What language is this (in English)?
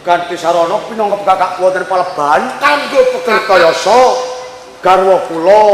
Javanese